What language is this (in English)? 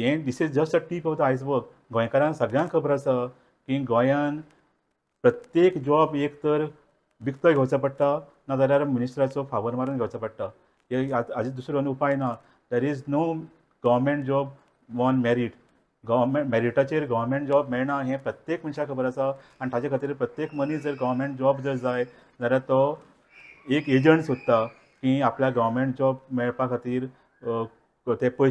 Konkani